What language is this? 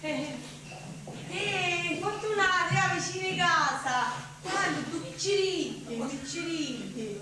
Sicilian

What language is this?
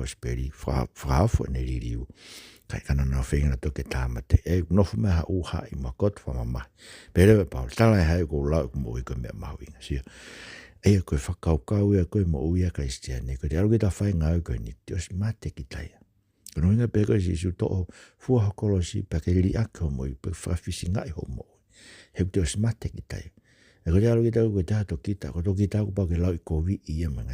Tongan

